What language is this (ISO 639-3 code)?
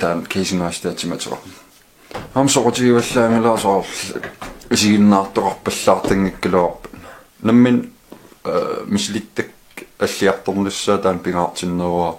kal